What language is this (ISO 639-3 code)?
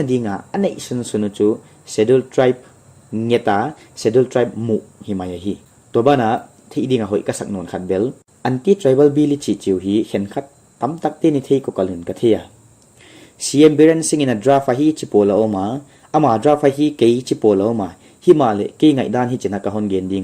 pck